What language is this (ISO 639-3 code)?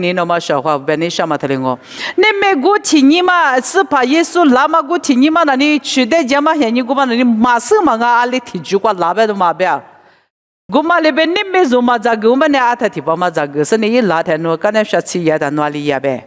lis